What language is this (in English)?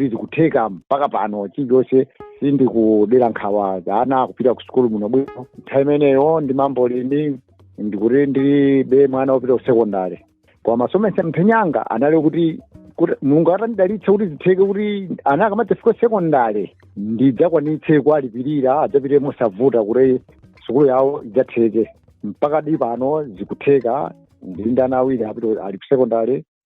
Nyanja